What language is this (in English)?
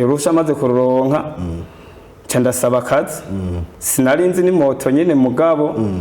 Rundi